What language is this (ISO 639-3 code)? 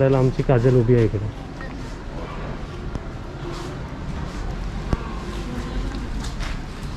mar